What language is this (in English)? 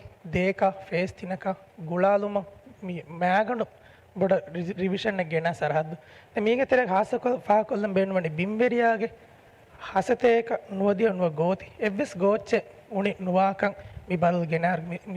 Divehi